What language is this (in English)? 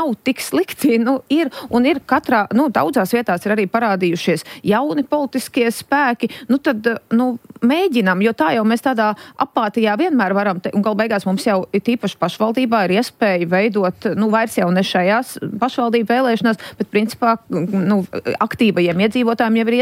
Latvian